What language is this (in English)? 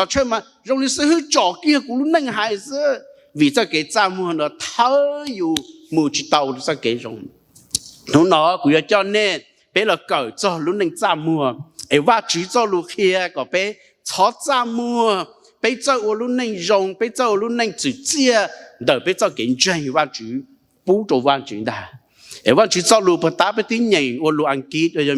Hmong